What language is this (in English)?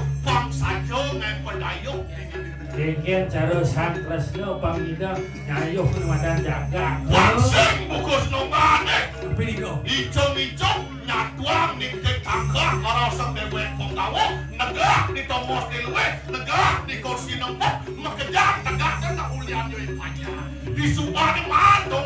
Balinese